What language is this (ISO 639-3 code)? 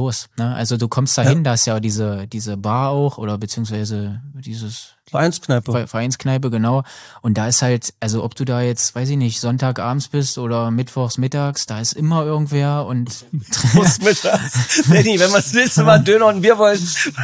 deu